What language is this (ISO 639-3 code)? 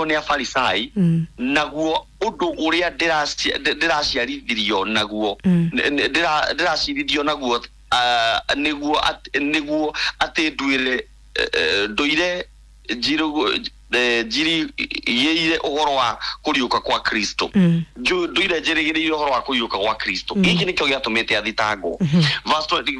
kik